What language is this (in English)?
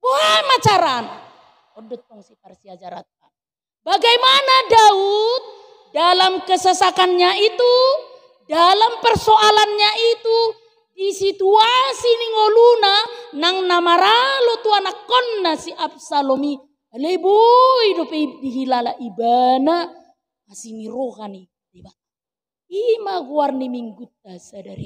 Batak Toba